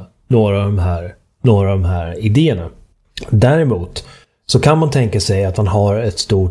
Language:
Swedish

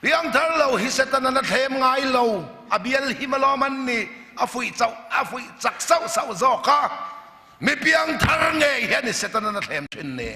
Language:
Mizo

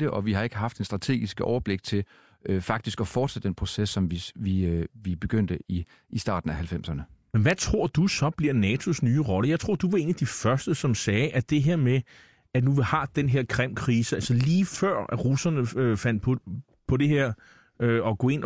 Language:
Danish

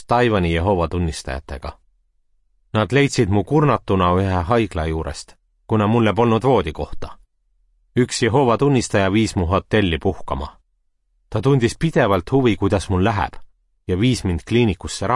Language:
Estonian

